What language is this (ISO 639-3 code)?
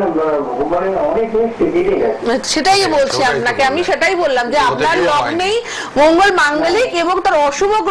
ben